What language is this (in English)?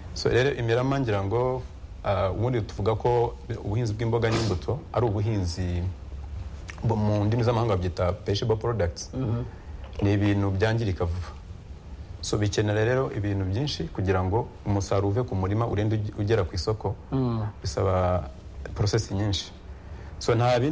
Kinyarwanda